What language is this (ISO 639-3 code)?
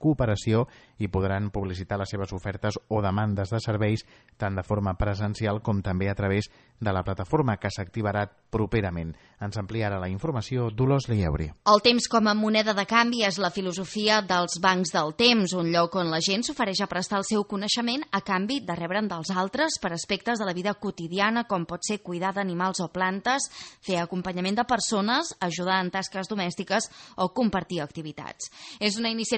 cat